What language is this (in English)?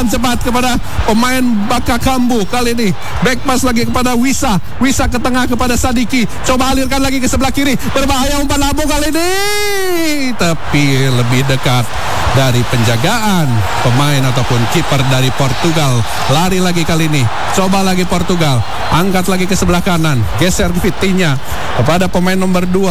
Indonesian